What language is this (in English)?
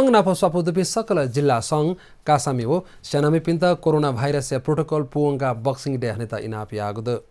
Newari